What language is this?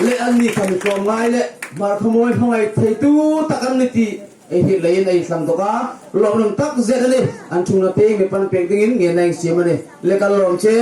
Hmar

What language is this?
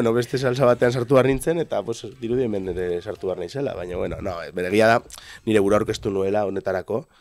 Basque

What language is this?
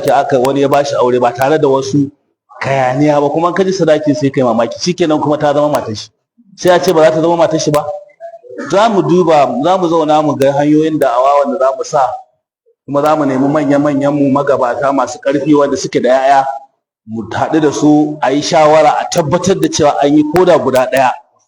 Hausa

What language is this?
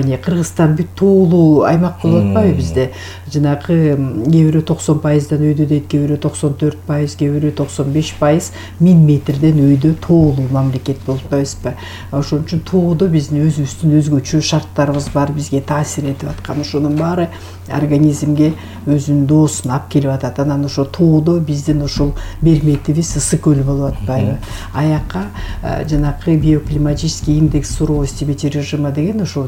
Kyrgyz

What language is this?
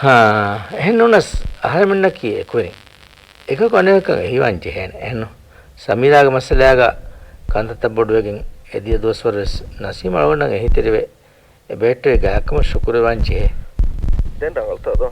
Divehi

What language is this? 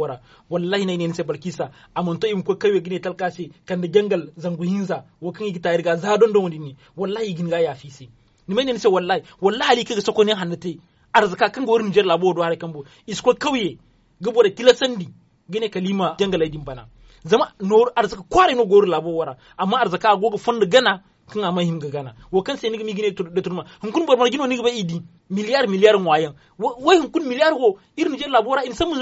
Zarma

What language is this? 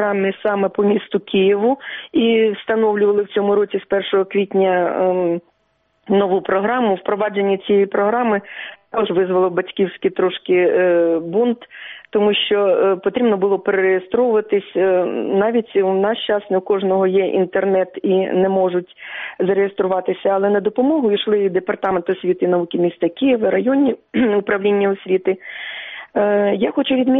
Ukrainian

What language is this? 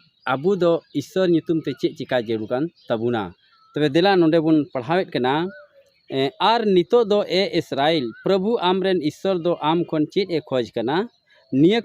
Santali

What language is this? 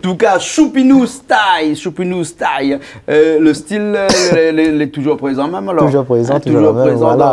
Réunion Creole French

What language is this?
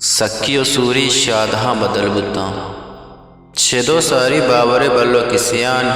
Eastern Balochi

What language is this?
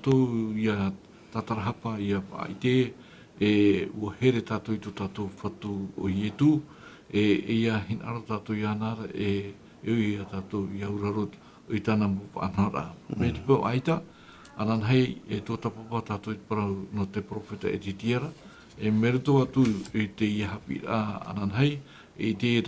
Tahitian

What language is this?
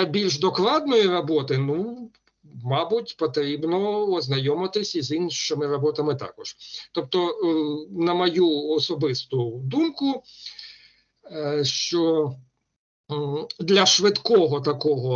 Ukrainian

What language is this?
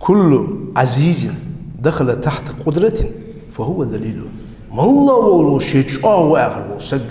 Ingush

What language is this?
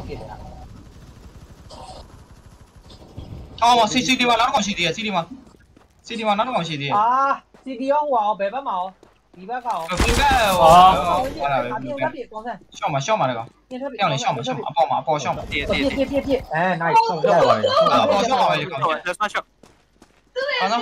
Burmese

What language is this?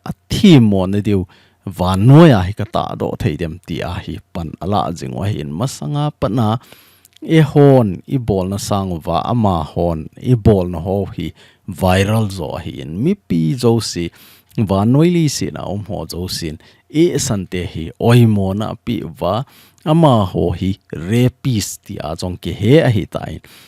Thado Chin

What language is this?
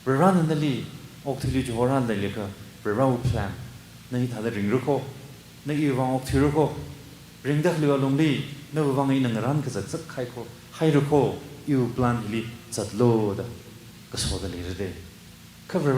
Tangkhul Naga (India)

